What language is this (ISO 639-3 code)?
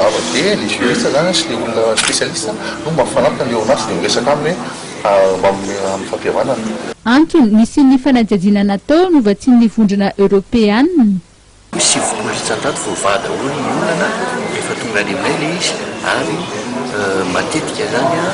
mlg